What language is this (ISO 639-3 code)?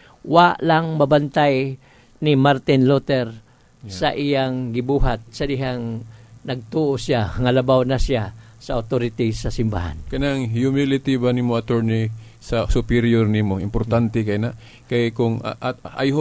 ceb